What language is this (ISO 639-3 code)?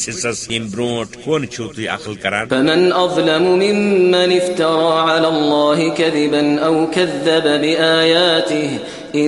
kas